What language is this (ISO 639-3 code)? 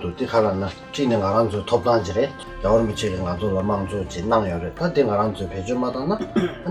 bod